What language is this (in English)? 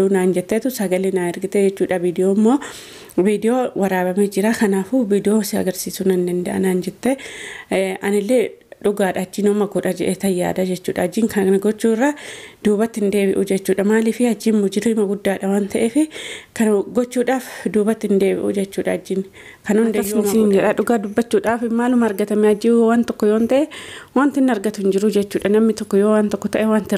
Oromo